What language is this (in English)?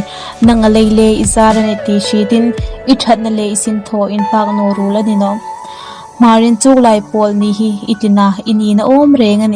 Hmar